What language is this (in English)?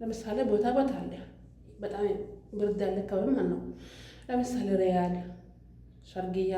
Amharic